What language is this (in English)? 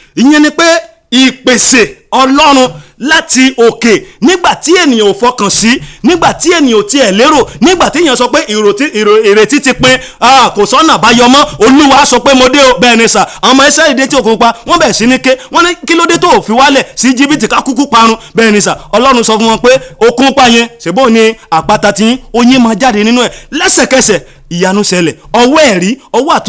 Yoruba